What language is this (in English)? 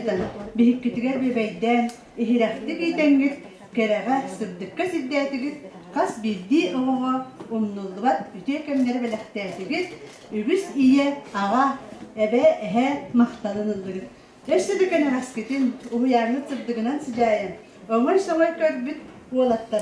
Yakut